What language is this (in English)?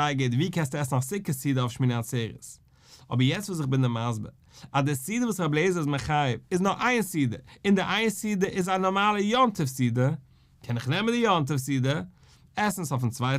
Yiddish